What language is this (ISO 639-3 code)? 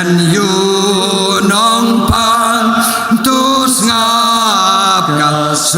kha